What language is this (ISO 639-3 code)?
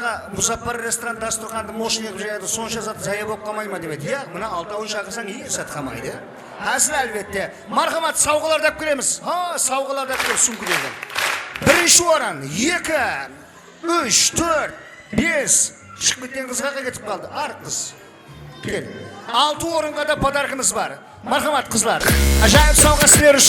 kaa